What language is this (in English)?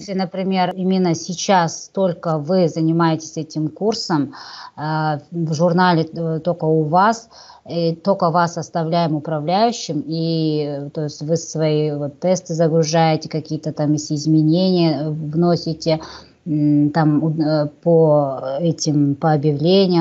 Russian